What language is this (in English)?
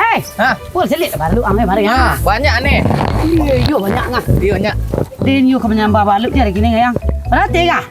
Minangkabau